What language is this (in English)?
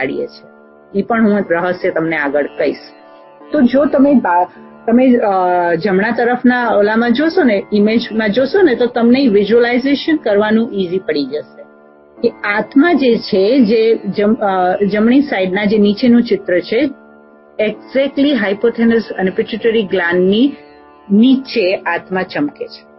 Gujarati